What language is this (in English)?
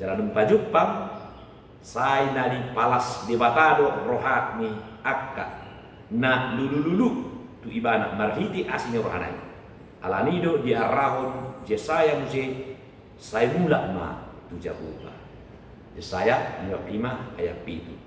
Batak Toba